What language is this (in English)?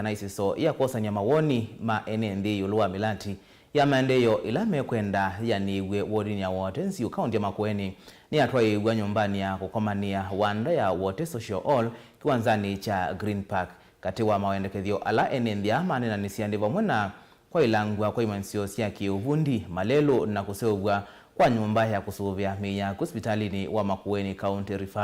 Kamba